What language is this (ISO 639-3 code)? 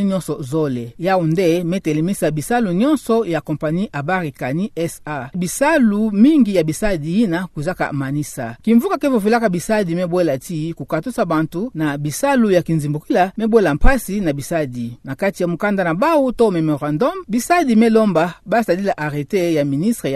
ktu